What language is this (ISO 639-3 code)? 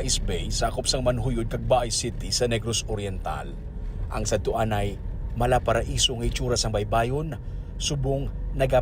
hil